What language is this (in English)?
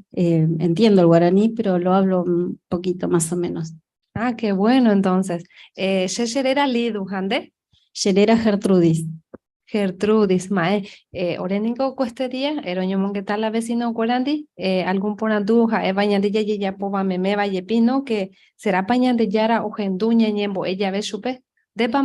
Guarani